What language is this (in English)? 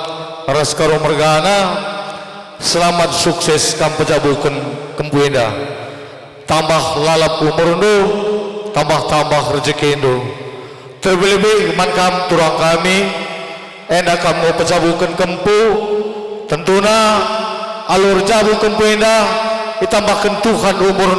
Batak Karo